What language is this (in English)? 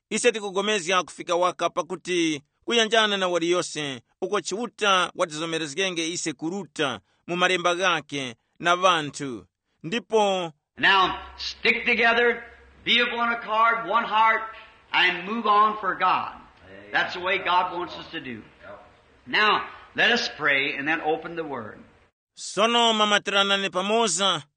Tumbuka